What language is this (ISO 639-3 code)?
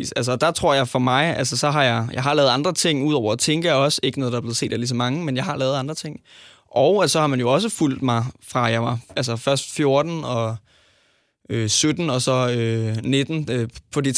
dan